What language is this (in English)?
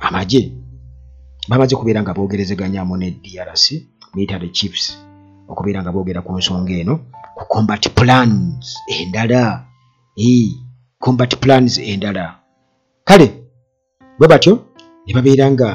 Ganda